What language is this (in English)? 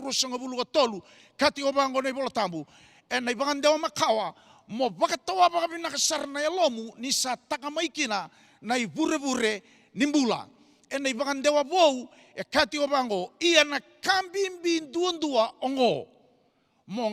Fijian